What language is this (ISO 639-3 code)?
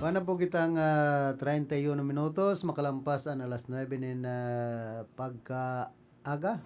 bik